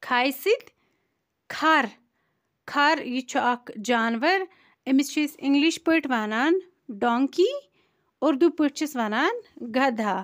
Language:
Kashmiri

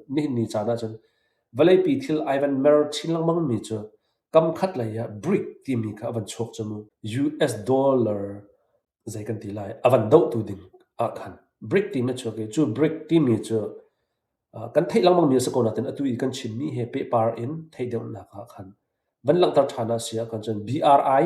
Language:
Hakha Chin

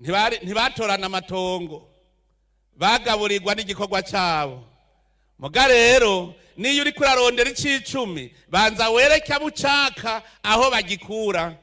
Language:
Rundi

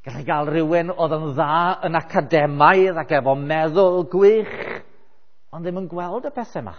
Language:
Welsh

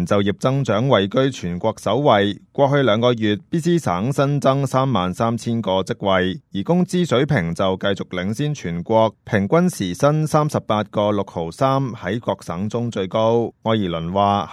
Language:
Cantonese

